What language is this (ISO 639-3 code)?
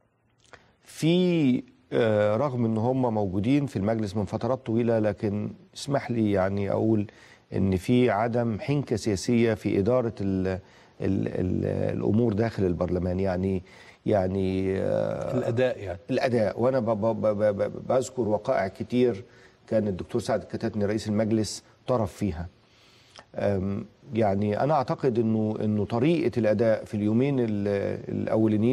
arz